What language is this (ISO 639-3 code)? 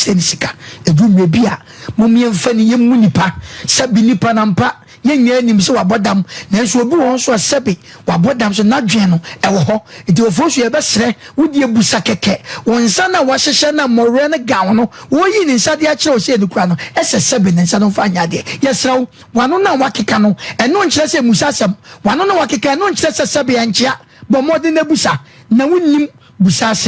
aka